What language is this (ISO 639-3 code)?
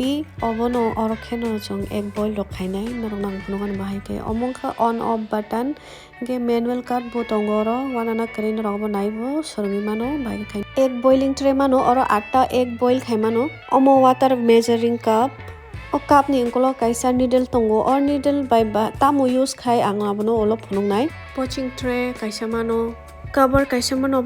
trp